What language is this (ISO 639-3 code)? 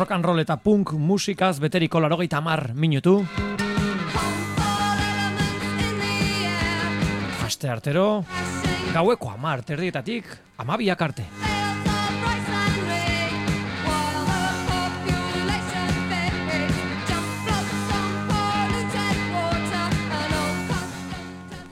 eus